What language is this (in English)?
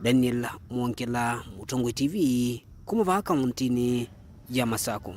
Kamba